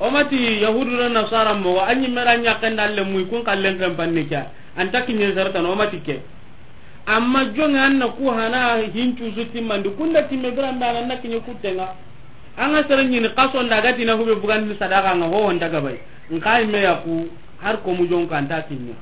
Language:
Soninke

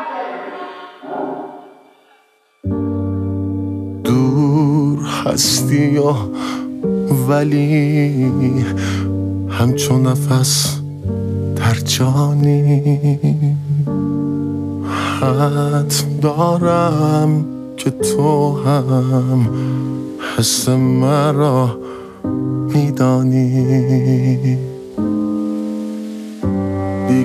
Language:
Persian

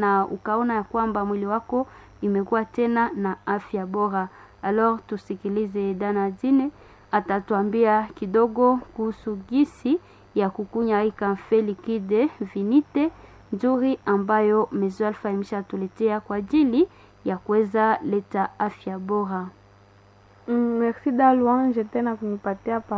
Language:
Swahili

